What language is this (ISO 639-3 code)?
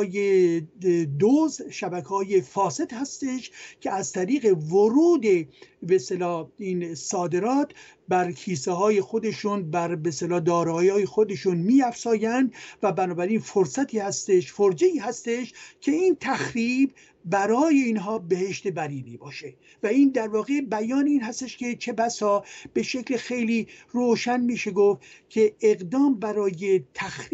fas